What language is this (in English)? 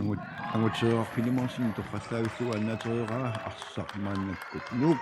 Kalaallisut